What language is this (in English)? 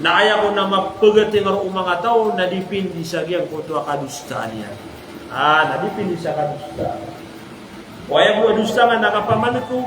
Maranao